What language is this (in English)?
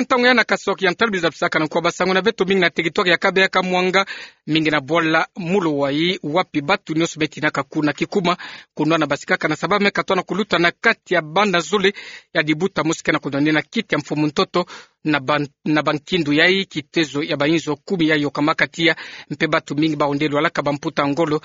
Kituba (Democratic Republic of Congo)